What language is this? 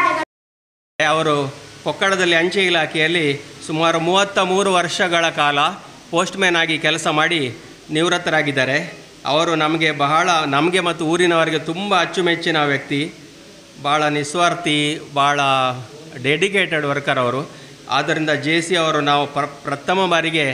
Kannada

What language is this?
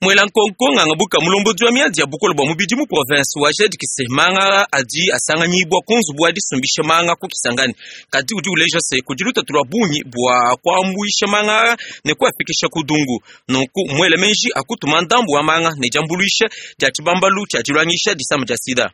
Luba-Lulua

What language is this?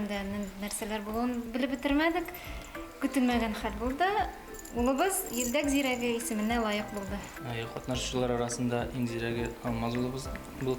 Bashkir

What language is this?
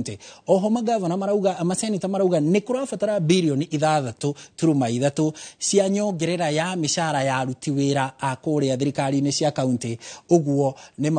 Kikuyu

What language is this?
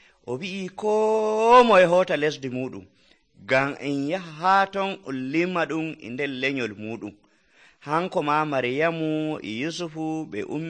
Nigerian Fulfulde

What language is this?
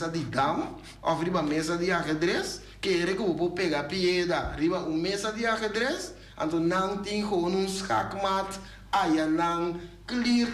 Papiamento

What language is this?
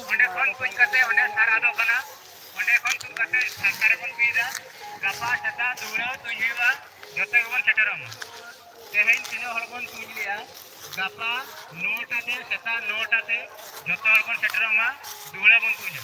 Santali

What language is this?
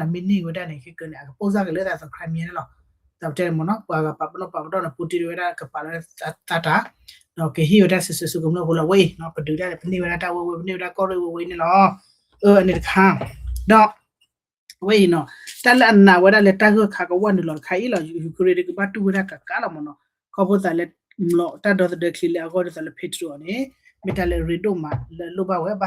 S'gaw Karen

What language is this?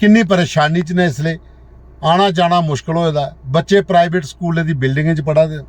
Dogri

